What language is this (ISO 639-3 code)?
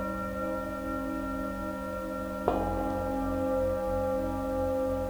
hun